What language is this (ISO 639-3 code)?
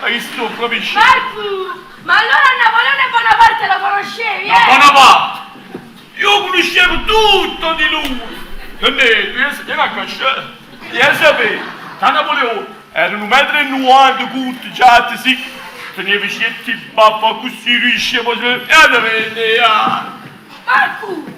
nap